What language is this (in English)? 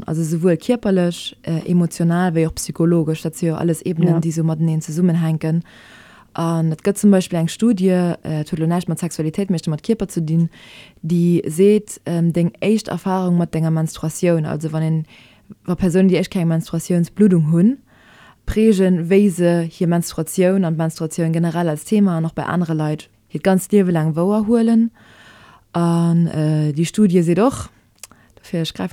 Luxembourgish